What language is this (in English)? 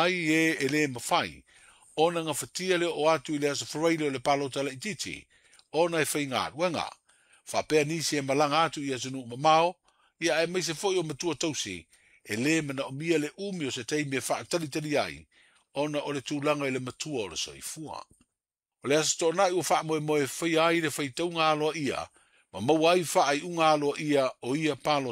Samoan